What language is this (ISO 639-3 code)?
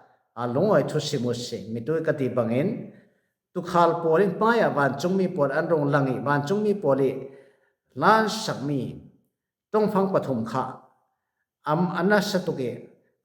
cfm